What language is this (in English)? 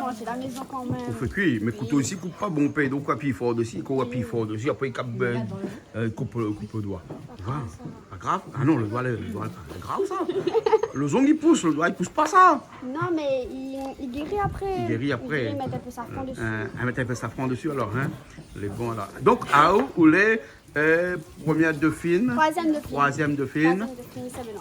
Réunion Creole French